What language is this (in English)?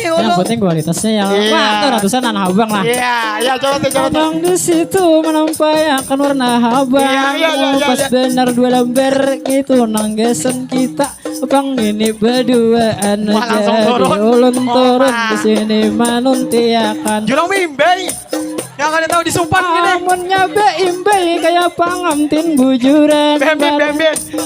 Banjar